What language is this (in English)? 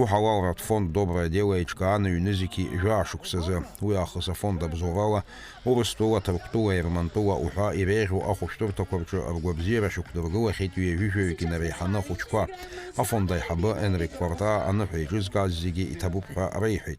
Abkhazian